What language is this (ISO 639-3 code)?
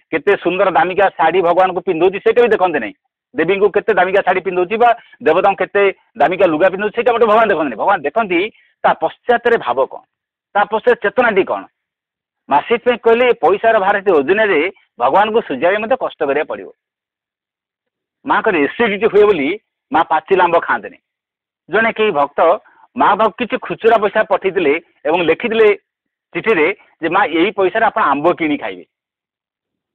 ori